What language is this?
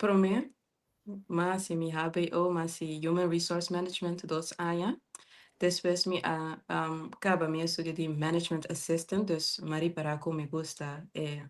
Papiamento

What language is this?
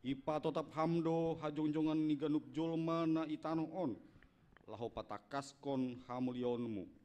Batak Simalungun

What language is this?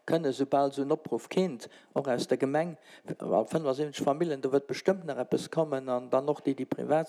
Luxembourgish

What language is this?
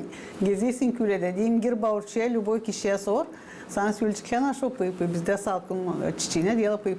Gagauz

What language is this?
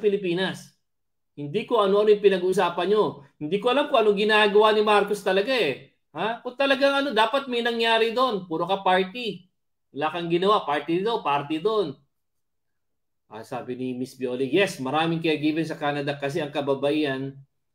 Filipino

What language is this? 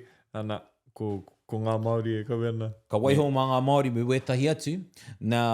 Māori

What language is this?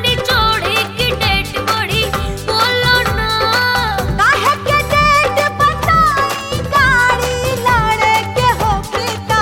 Bhojpuri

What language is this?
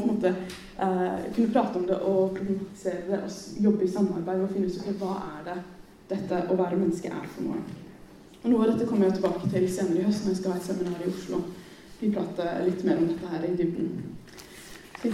Norwegian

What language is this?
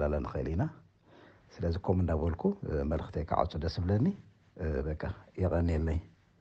Tigrinya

